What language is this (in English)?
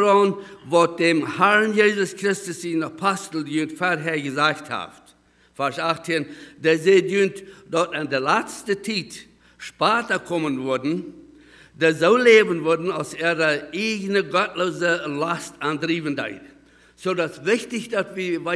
Plautdietsch